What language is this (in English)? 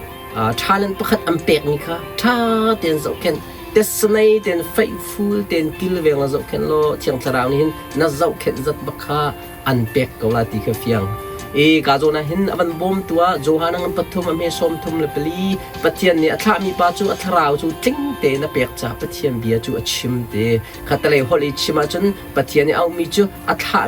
Hakha Chin